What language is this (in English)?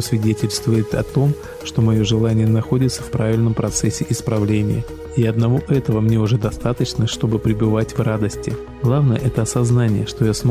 Russian